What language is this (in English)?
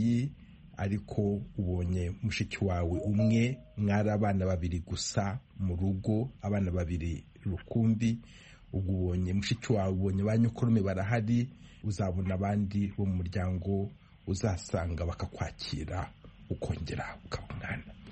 Kinyarwanda